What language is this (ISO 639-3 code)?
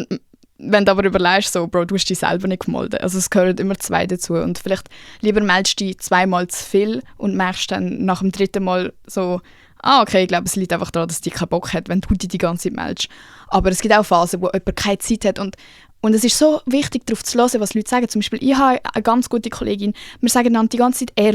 gsw